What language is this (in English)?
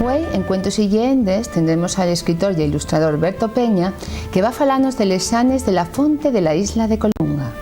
Asturian